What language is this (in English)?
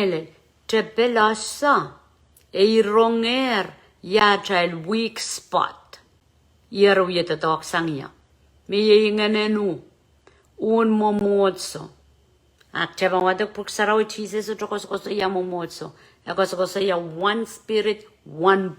Pohnpeian